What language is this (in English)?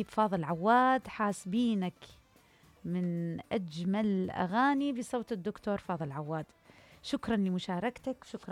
Mesopotamian Arabic